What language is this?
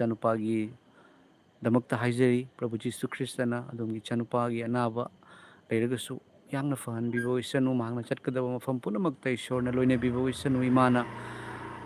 Manipuri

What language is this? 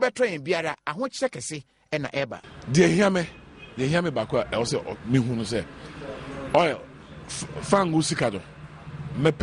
Akan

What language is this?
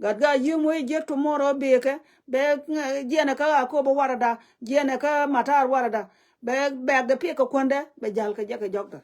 Nuer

